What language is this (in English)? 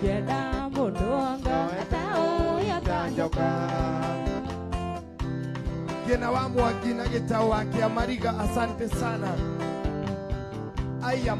Kikuyu